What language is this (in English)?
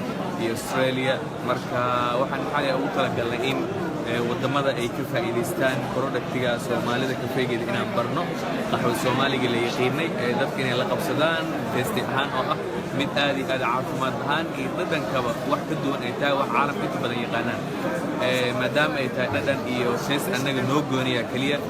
Somali